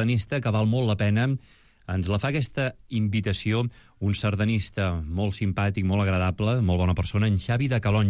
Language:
Catalan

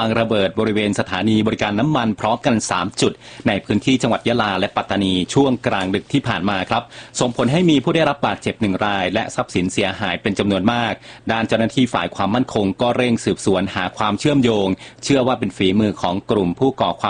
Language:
Thai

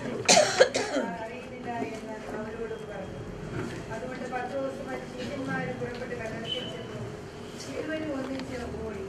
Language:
Malayalam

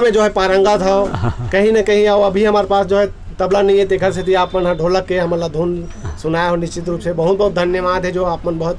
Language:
Chhattisgarhi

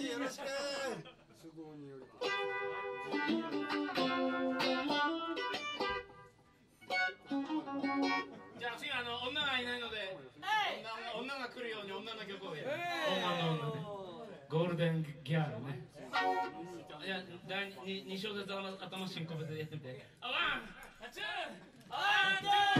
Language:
Japanese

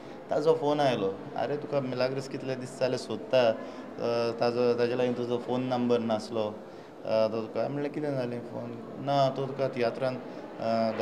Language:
Konkani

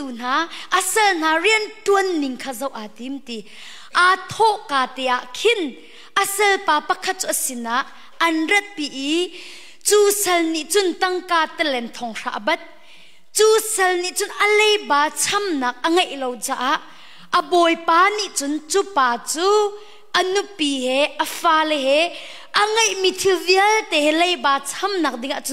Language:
Hakha Chin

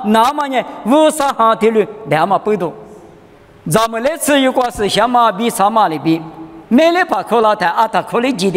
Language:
Lisu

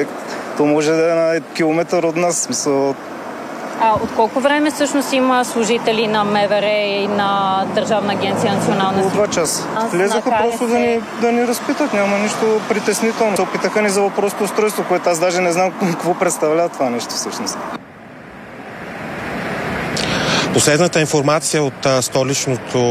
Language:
Bulgarian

